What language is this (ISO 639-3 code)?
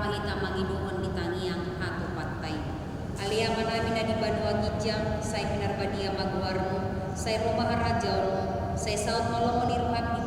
bbc